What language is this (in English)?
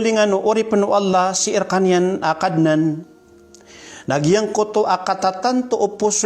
Maranao